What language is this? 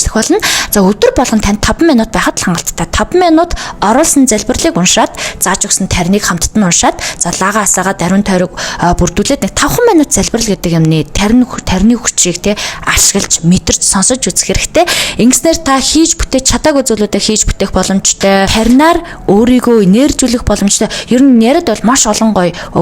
Mongolian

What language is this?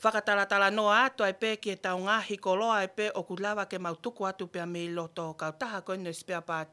Tongan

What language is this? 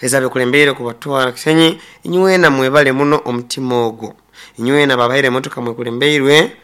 Nyoro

